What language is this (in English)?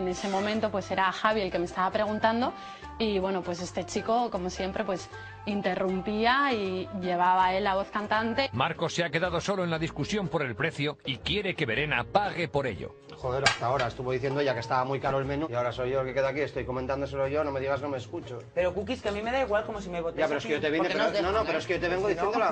Spanish